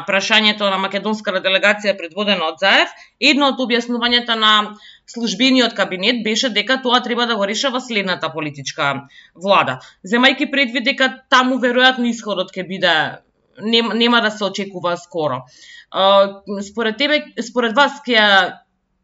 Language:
Macedonian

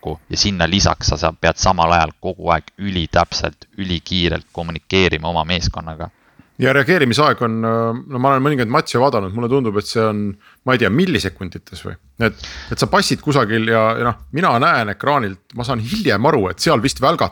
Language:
Estonian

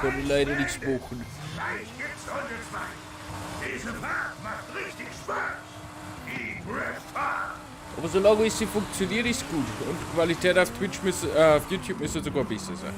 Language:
Bavarian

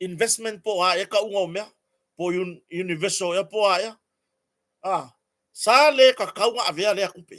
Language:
Samoan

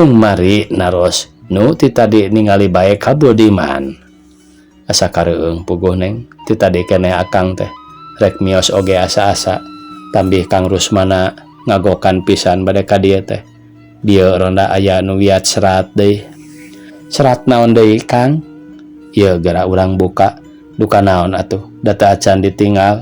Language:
Sundanese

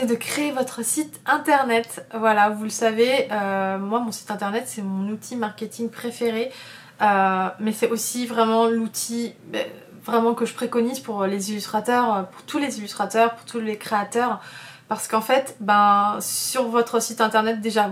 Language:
French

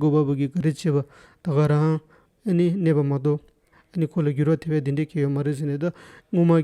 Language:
Tibetan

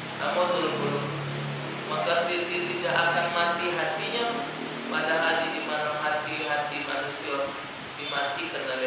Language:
Musi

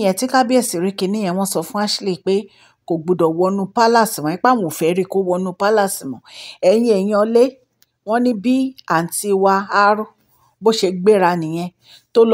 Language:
Yoruba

